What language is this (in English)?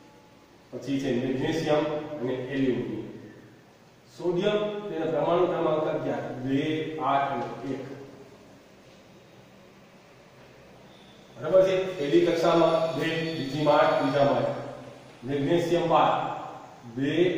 Gujarati